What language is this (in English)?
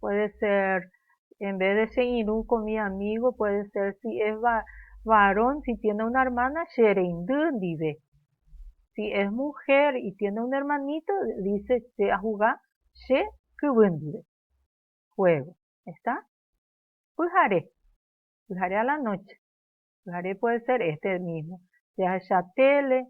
Guarani